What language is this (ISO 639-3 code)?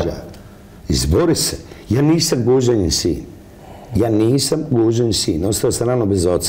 bos